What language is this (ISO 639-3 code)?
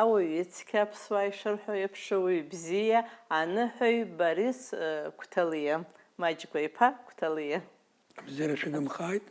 abk